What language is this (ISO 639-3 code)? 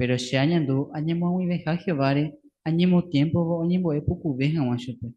grn